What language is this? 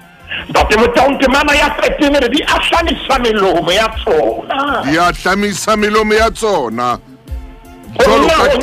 Southern Sotho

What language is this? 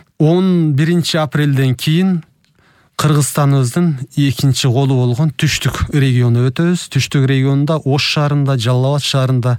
Kyrgyz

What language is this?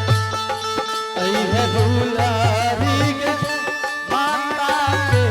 Angika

